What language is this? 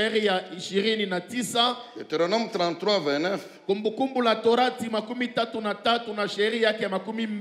Swahili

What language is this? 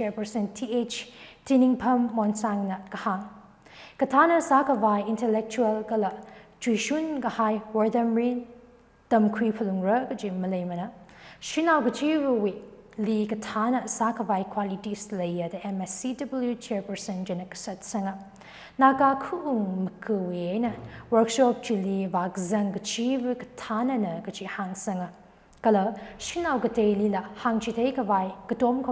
Tangkhul Naga (India)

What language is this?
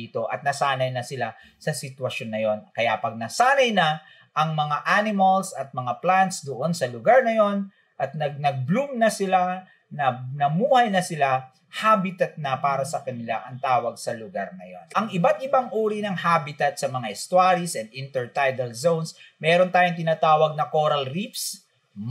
Filipino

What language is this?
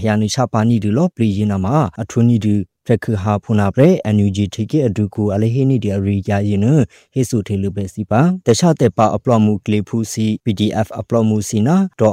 Burmese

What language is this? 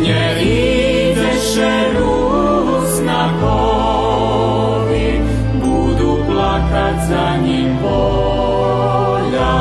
Rusyn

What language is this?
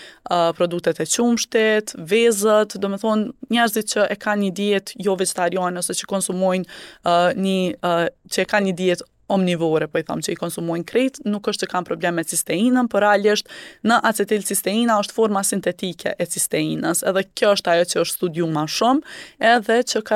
Albanian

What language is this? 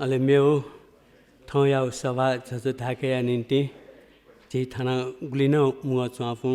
Newari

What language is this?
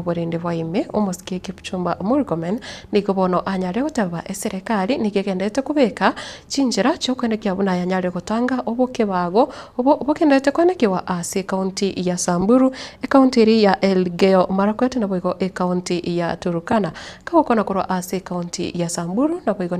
Gusii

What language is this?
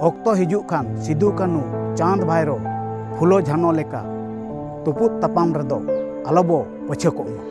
Santali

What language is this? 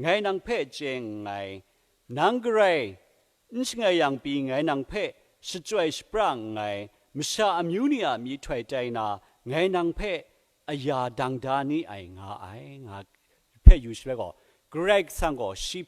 Kachin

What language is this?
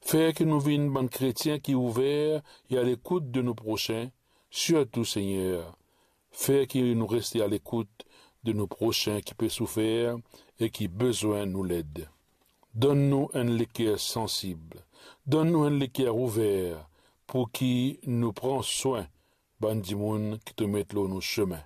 Morisyen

